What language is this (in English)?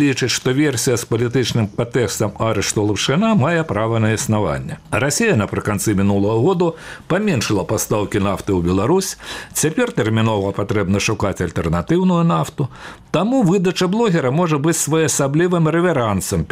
Belarusian